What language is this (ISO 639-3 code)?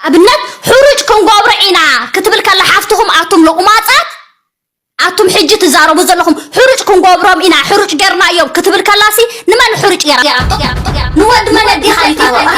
tir